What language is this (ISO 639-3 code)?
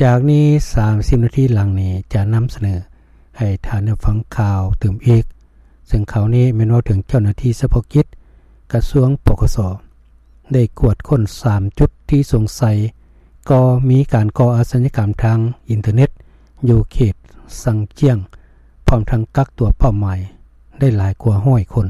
lao